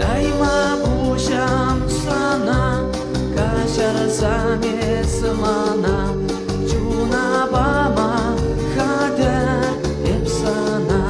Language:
Chuvash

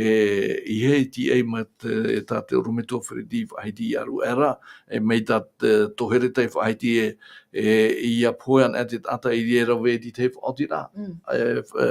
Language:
Tahitian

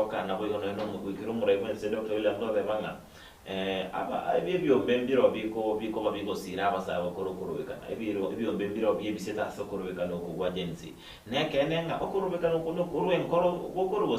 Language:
Gusii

